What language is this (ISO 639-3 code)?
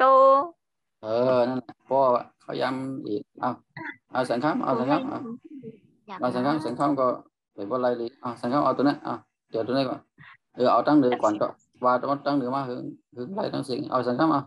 shn